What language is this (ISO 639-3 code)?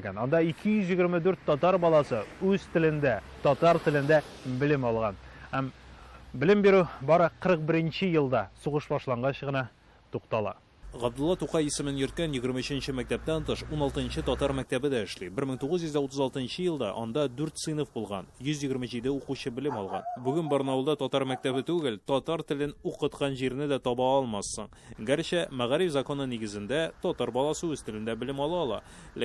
tat